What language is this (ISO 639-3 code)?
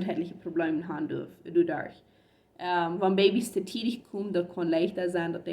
pdt